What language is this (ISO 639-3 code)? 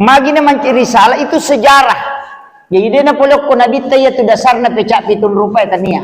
bug